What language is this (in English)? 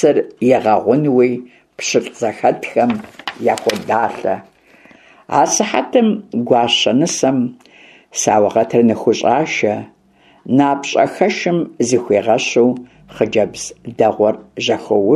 Kabardian